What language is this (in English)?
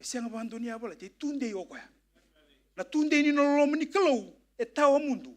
Fijian